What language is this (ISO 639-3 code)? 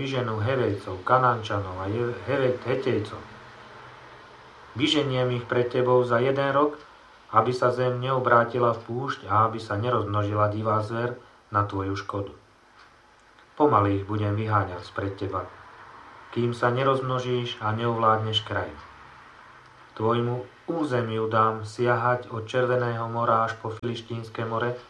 slk